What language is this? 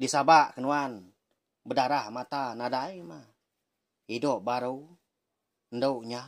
Iban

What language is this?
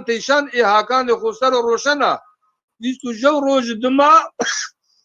Zaza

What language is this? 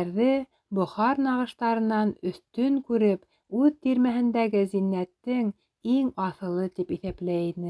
Bashkir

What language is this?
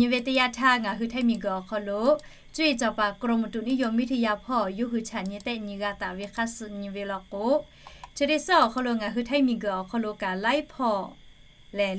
Lahu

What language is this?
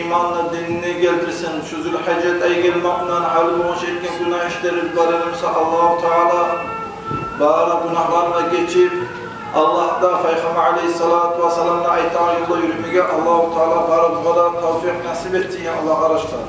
Kumyk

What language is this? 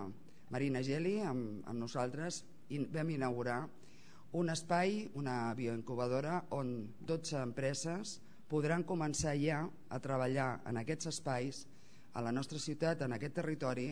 Catalan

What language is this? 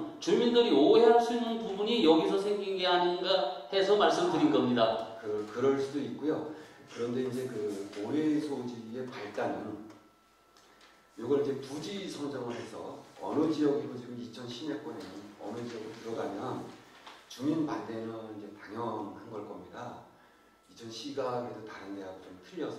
Korean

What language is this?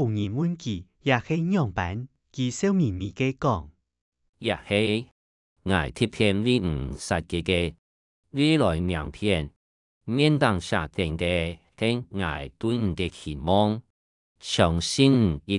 Hakka Chinese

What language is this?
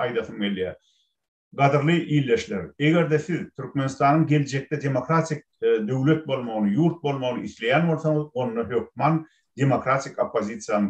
Turkmen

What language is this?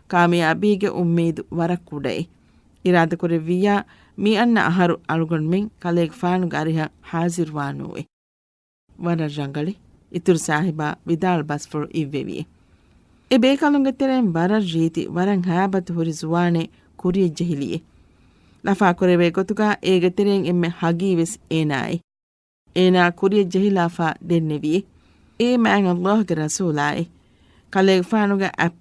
Divehi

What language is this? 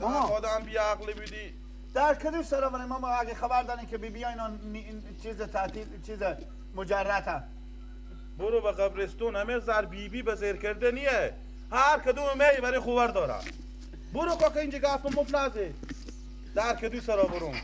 Persian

